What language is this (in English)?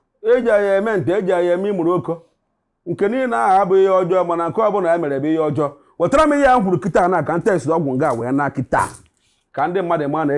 Igbo